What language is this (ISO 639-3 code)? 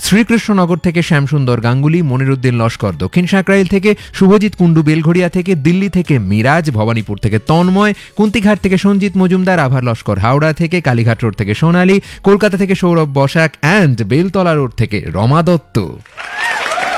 ben